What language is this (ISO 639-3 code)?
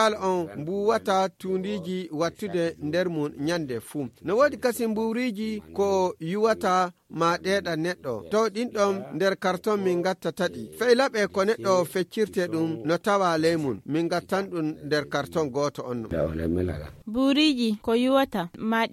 fuv